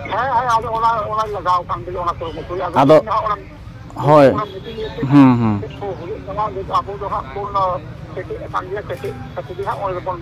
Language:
Santali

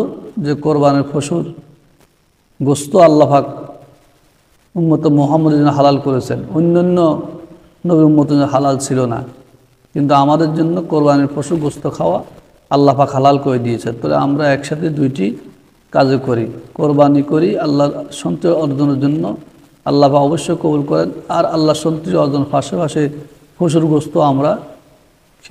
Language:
Bangla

